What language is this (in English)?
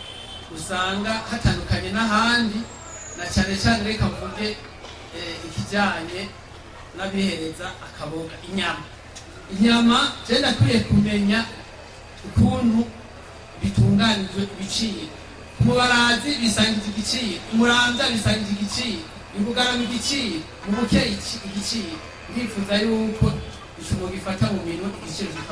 Rundi